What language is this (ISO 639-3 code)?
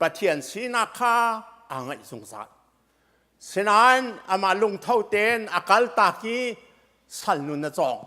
cnh